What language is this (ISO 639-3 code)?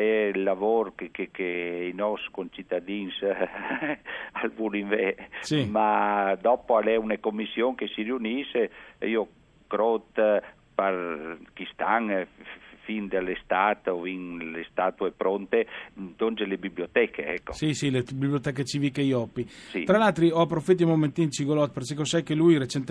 fur